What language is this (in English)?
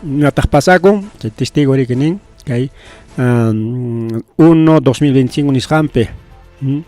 Ayacucho Quechua